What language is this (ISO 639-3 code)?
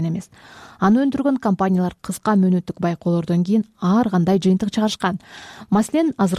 kir